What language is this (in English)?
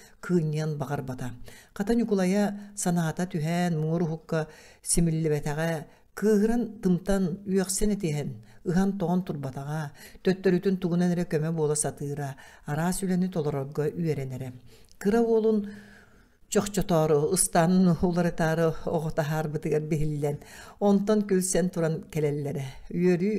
Yakut